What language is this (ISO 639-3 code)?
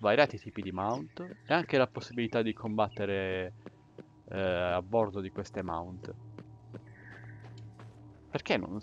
ita